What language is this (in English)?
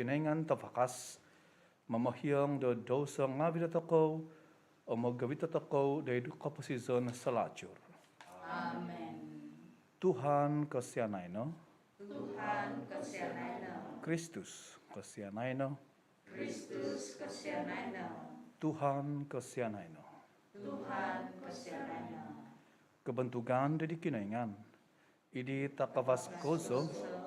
Central Dusun